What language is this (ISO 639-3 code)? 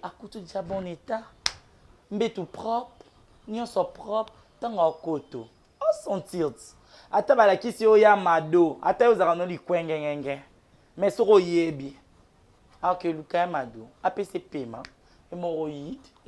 lin